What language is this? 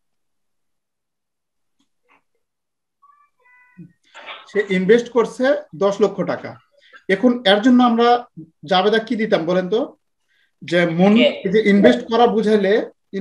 Bangla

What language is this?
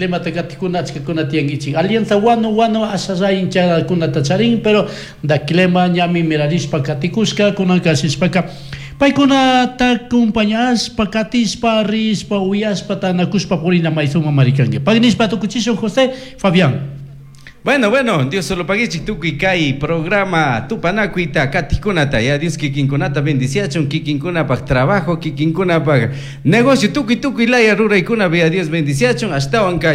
Chimborazo Highland Quichua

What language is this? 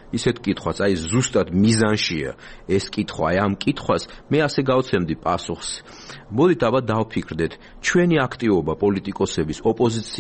Georgian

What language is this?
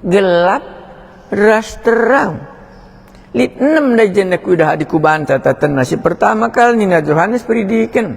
Batak Karo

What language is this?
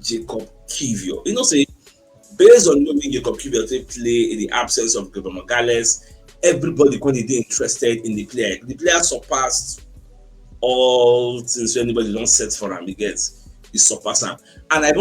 Nigerian Pidgin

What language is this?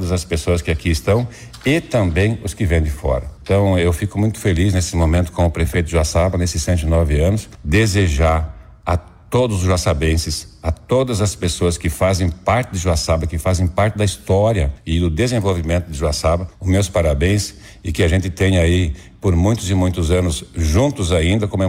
Portuguese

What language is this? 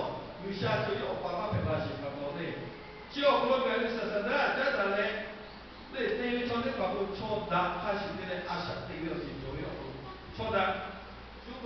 Lahu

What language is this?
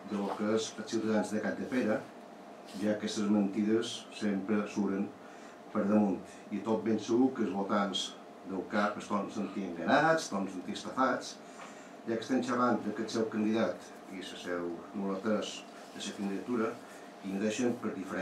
Catalan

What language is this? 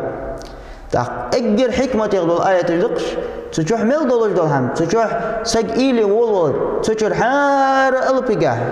Ingush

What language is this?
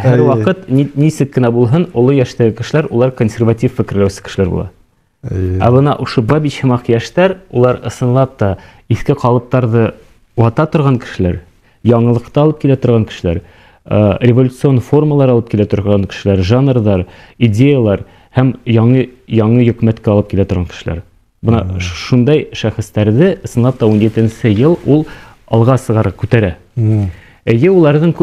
Bashkir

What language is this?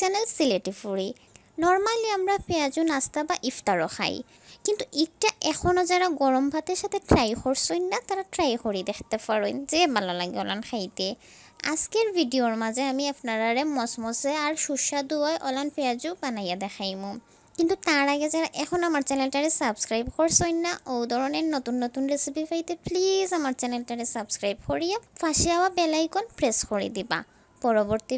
Sylheti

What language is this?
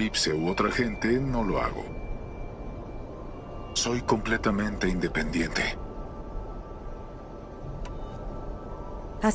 Spanish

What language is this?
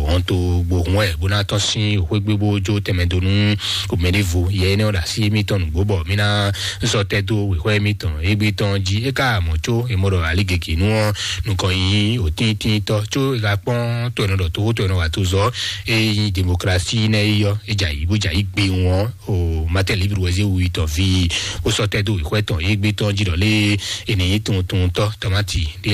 Fon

